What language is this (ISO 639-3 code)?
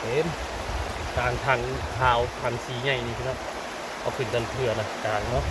tts